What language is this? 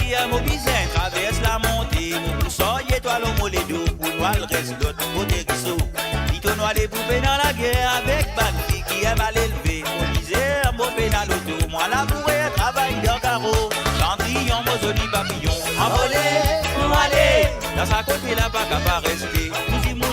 Morisyen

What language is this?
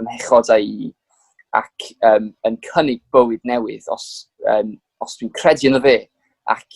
Welsh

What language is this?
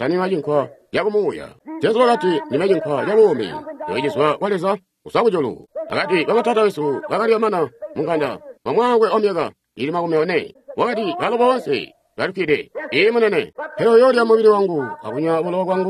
Tonga (Zambia)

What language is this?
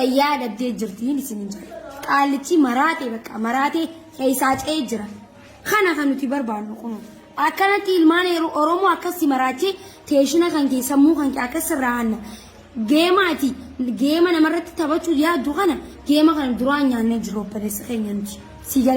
Oromo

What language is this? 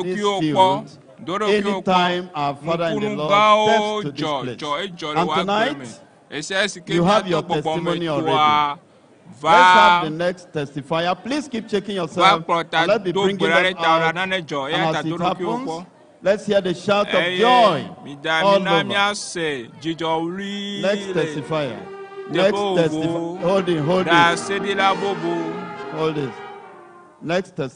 Ewe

